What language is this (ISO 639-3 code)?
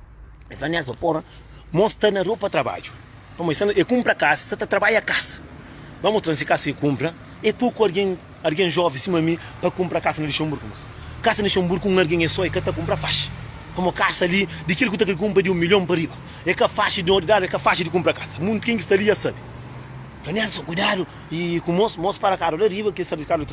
kea